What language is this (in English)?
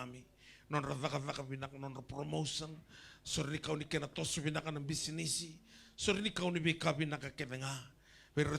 Fijian